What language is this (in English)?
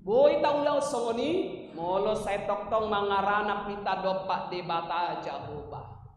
Batak Toba